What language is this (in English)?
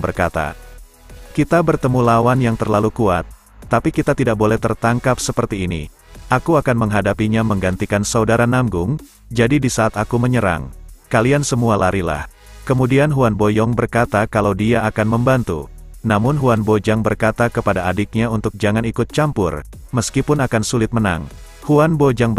Indonesian